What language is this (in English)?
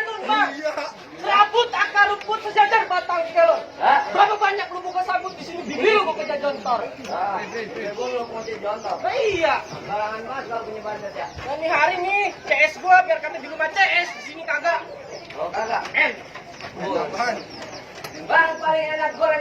Betawi